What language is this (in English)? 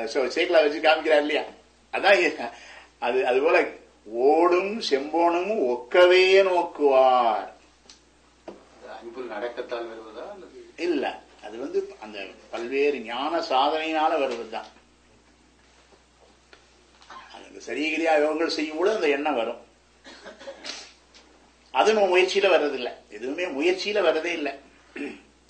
Tamil